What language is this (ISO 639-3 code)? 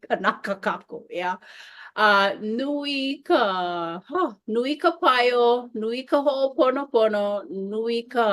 haw